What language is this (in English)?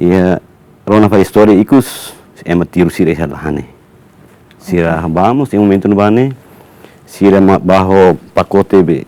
Tetum